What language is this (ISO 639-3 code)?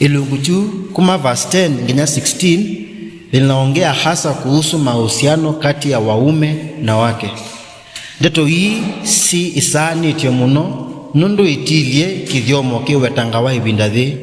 kam